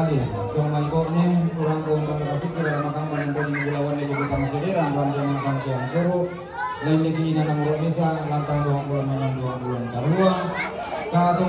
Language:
Toraja-Sa'dan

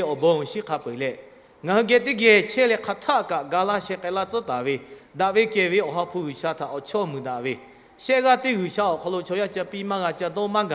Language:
Lahu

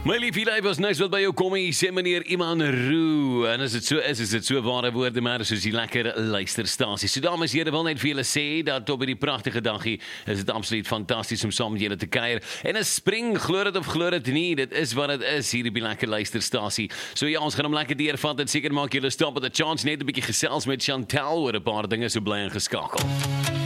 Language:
Afrikaans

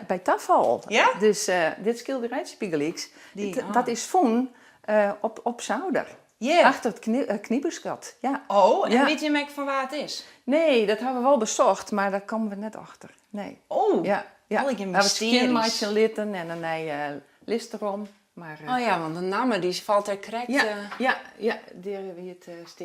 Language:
Western Frisian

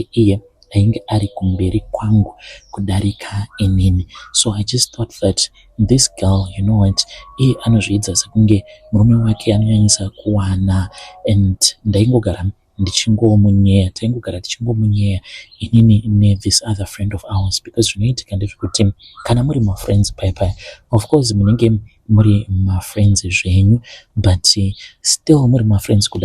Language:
Shona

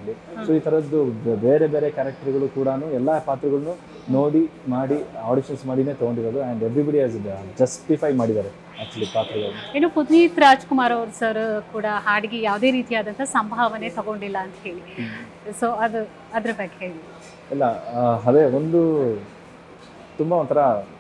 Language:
Kannada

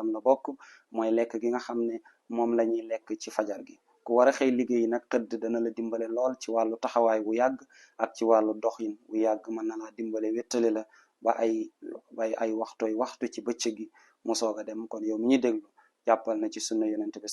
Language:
Wolof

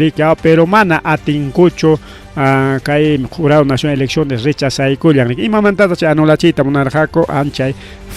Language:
Ayacucho Quechua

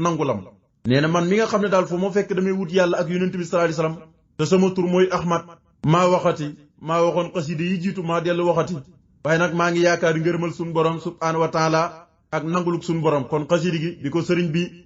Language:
Wolof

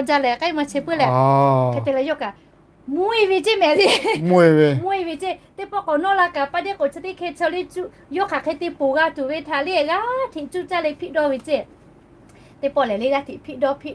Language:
Lahu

